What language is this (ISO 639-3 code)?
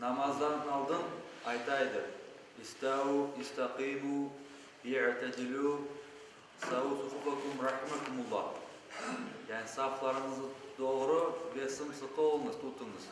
crh